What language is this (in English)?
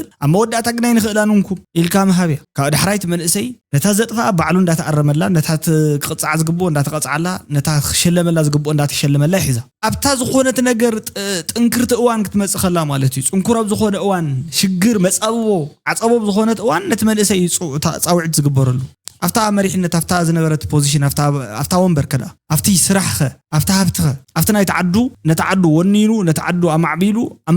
Tigrinya